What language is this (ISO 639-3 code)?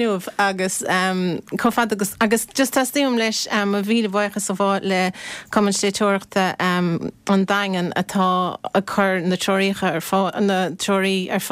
gle